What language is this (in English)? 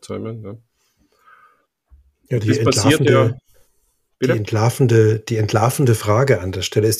German